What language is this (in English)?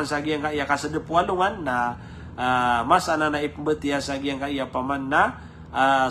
Maranao